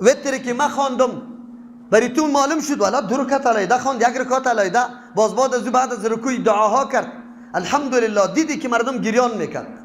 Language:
Persian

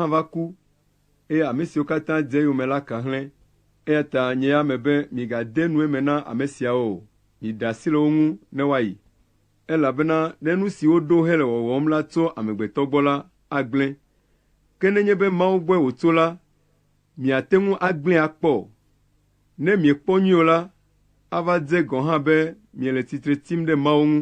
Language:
Ewe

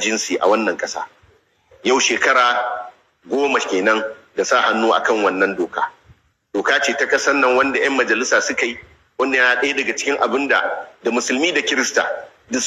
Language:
Hausa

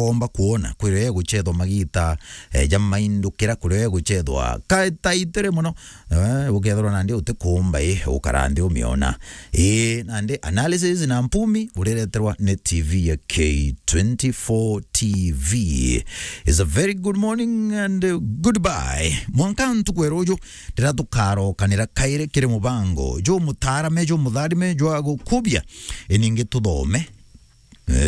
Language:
Meru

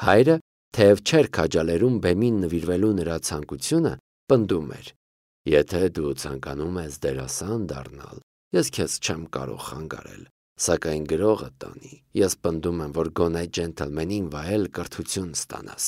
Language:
Armenian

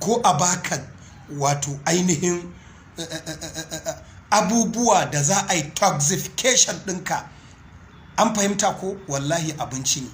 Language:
Hausa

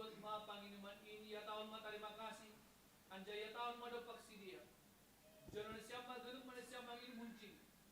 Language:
Batak Simalungun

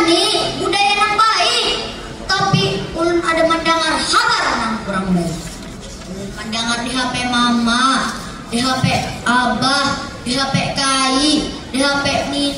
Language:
Banjar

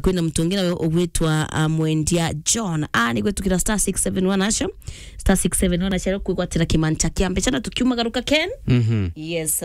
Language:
Meru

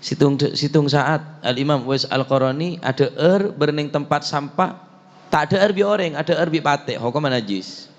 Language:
Madurese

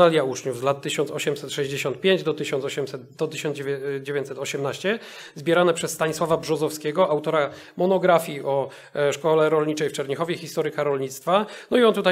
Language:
Polish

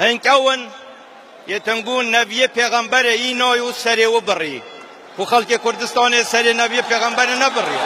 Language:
Kurdish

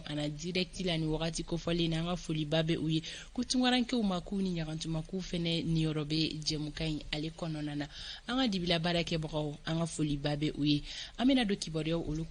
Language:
Bambara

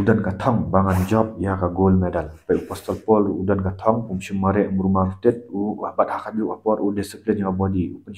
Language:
Khasi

